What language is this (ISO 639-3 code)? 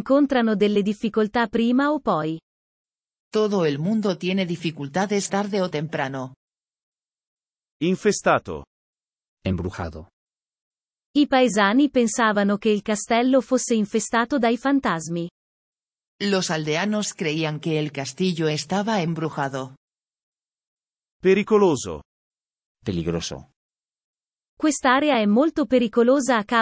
ita